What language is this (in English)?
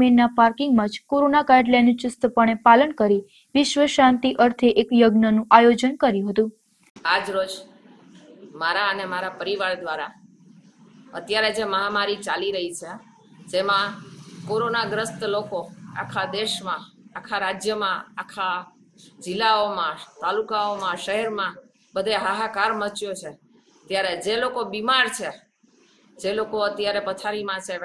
Gujarati